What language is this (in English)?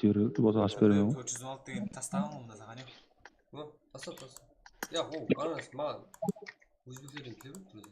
Kara-Kalpak